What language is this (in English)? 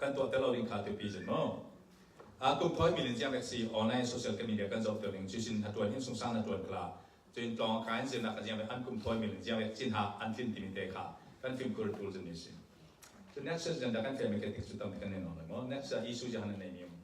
Falam Chin